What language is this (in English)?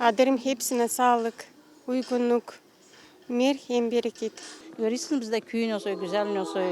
Gagauz